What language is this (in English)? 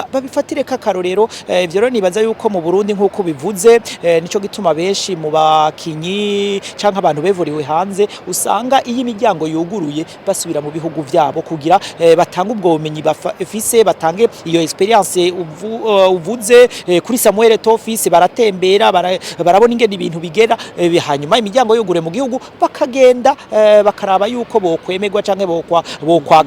Rundi